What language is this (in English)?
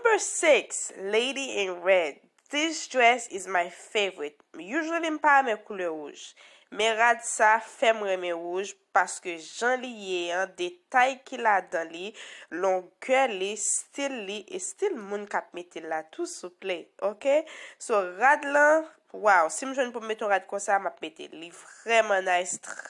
Haitian Creole